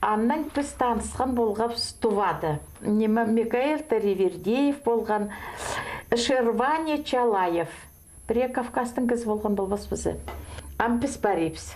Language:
Khakas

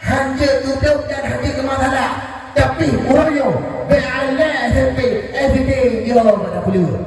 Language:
Achinese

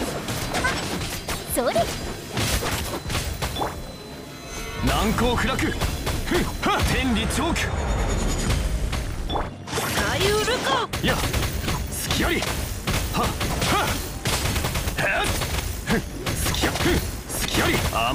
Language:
Japanese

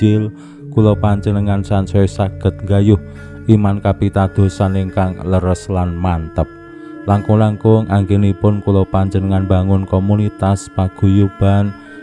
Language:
Javanese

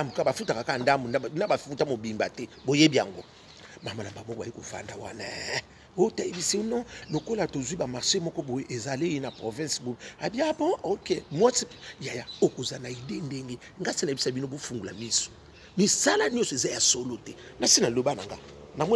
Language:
Lingala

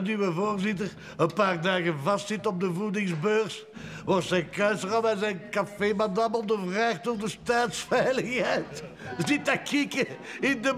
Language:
Dutch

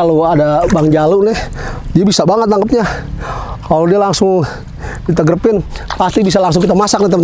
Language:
Betawi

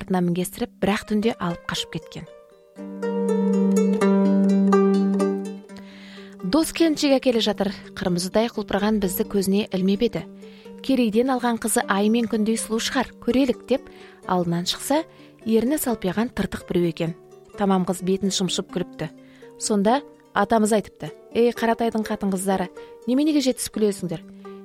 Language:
Kazakh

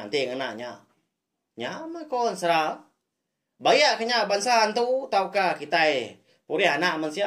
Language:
Iban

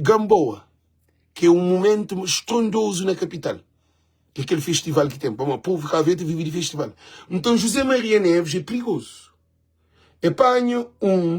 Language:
Kabuverdianu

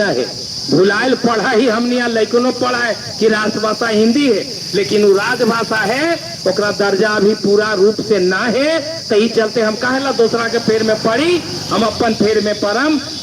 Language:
Magahi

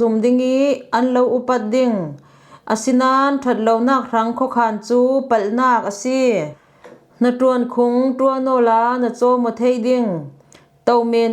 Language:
Falam Chin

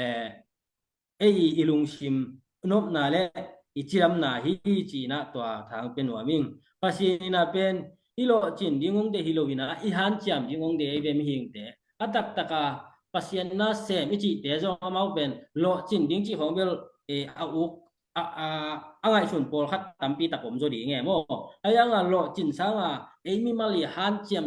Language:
Tedim Chin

